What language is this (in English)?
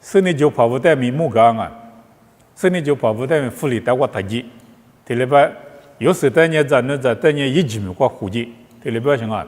Lisu